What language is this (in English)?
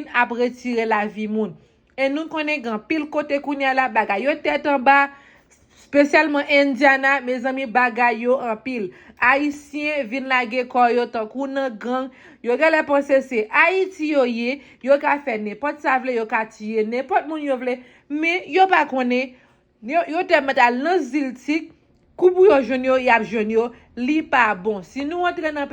Haitian Creole